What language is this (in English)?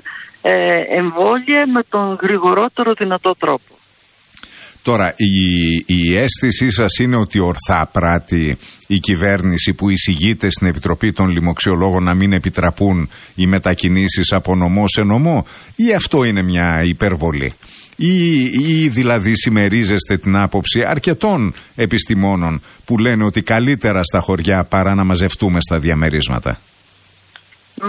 Greek